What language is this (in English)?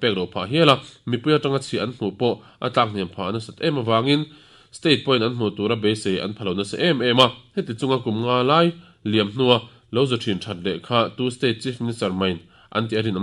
Mizo